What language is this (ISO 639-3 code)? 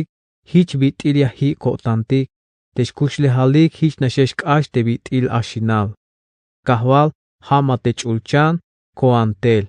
tzh